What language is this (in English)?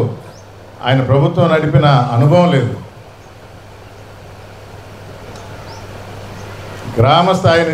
Telugu